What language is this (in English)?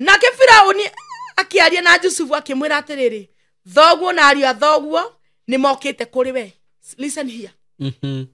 Kikuyu